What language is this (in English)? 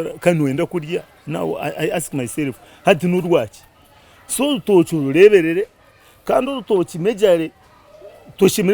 Nyankole